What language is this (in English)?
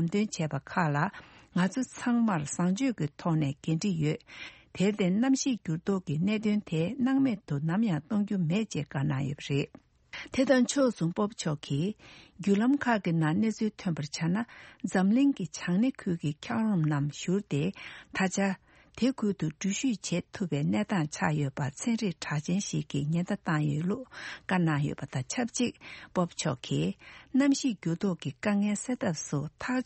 Tibetan